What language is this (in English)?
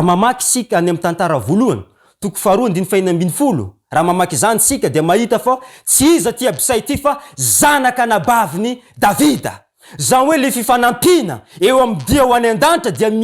Malagasy